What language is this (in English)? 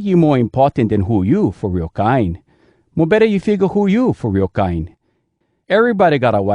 Hawai'i Creole English